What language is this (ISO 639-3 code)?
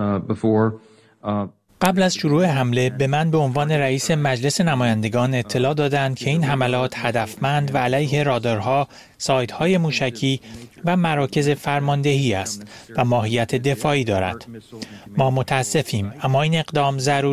fas